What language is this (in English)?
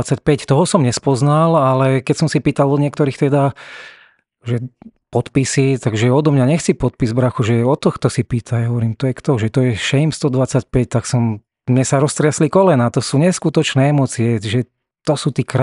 Slovak